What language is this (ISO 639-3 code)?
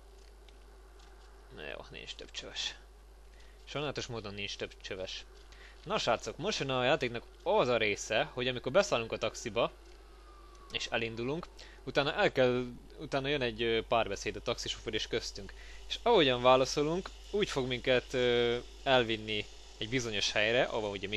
hun